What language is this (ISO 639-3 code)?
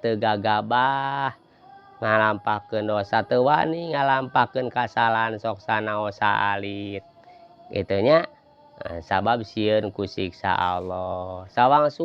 sun